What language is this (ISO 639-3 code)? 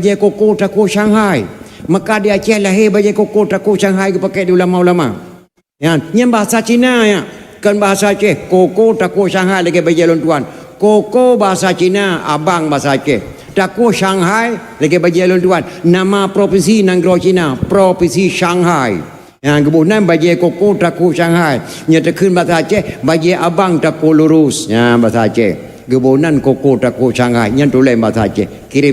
ace